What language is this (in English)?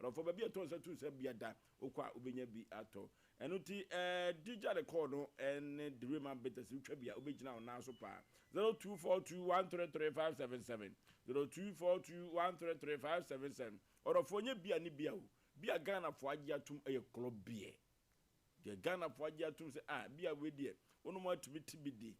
Akan